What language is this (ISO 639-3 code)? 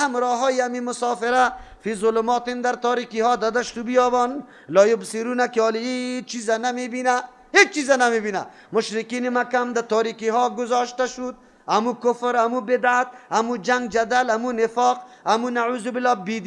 fas